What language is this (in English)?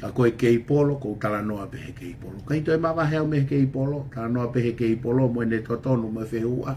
Tongan